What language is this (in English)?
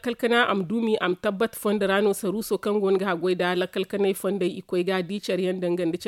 Zarma